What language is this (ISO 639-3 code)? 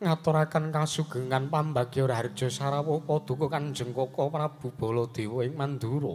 jav